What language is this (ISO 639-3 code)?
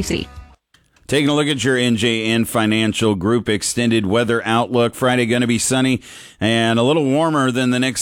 eng